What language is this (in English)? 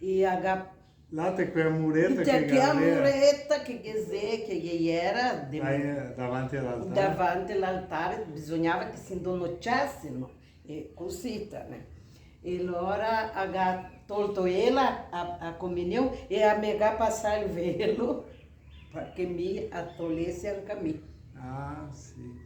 Venetian